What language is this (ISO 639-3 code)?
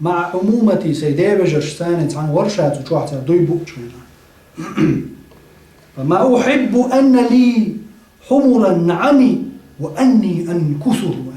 che